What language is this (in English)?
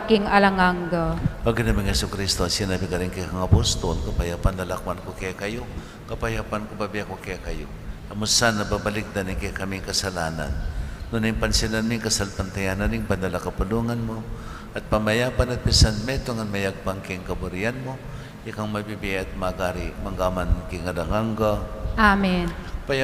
Pampanga